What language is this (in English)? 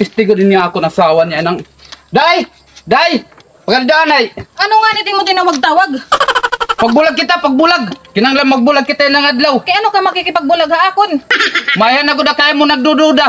Waray